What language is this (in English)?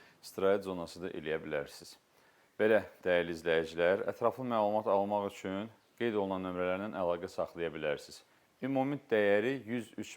Azerbaijani